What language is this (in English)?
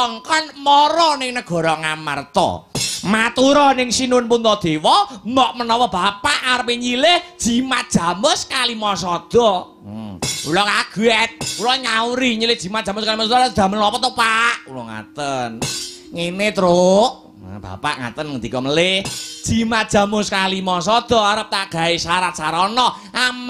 Javanese